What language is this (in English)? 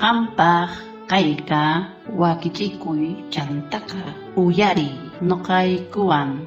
South Bolivian Quechua